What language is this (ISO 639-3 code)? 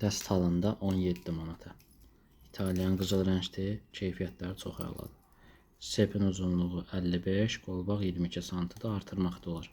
aze